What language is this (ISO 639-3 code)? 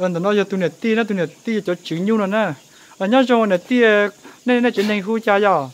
hmn